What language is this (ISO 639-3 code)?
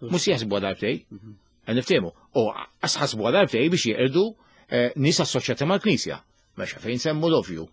mlt